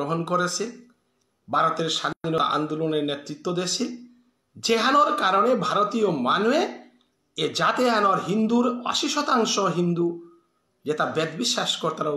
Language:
Bishnupriya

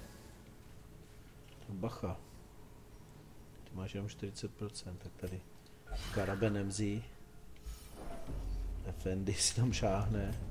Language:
Czech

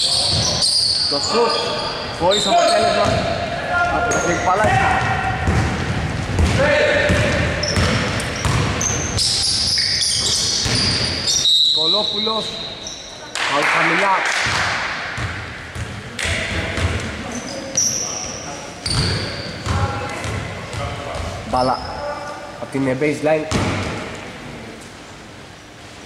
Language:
Greek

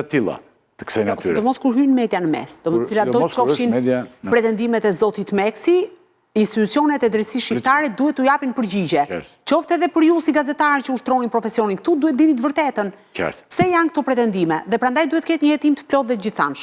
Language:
Albanian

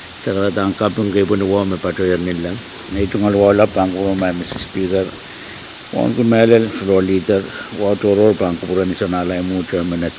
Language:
Pohnpeian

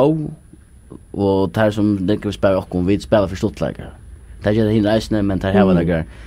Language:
Faroese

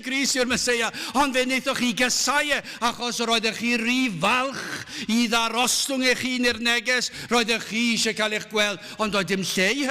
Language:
Welsh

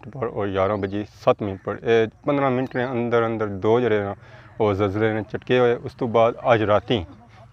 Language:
Pahari-Potwari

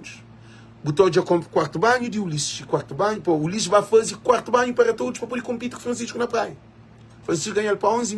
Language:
Kabuverdianu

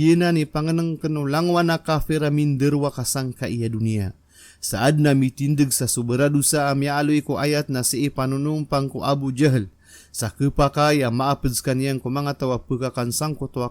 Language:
Maranao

